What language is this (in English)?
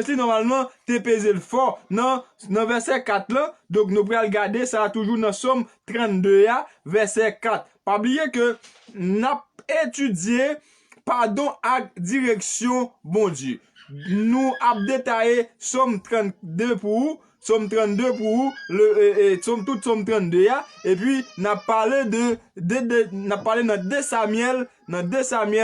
Haitian Creole